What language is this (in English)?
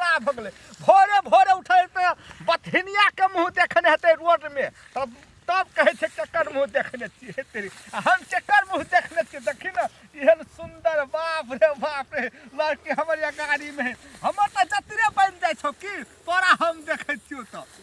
Maithili